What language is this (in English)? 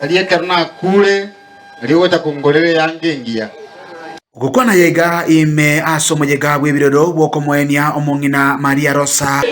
Gusii